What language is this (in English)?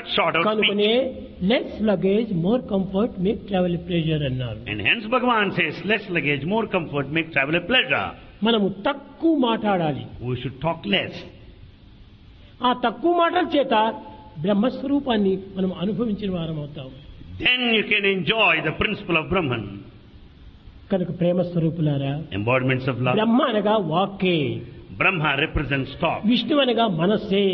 Telugu